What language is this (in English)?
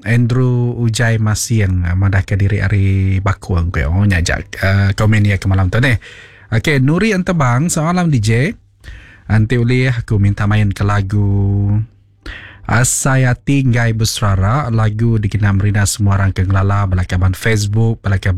Iban